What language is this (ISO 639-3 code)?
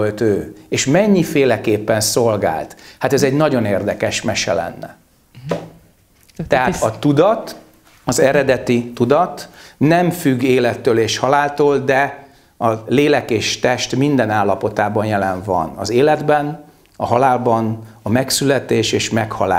hun